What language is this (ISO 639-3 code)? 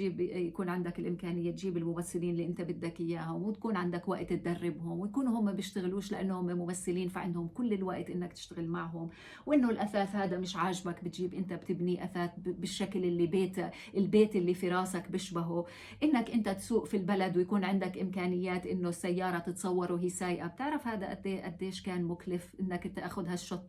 apc